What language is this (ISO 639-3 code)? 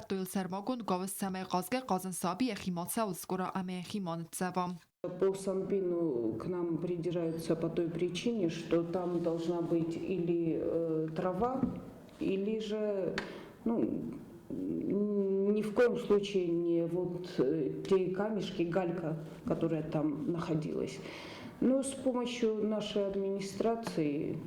oss